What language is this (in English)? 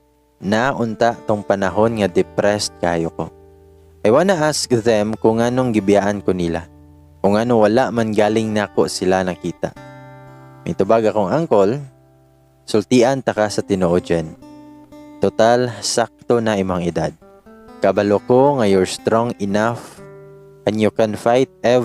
Cebuano